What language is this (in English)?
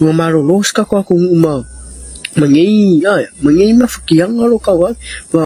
Samoan